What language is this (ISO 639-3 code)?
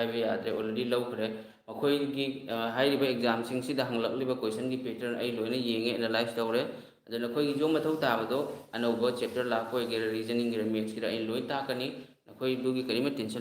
mni